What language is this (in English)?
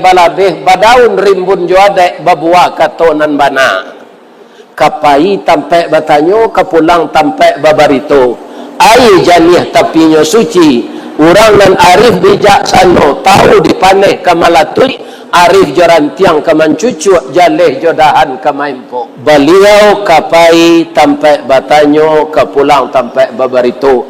Minangkabau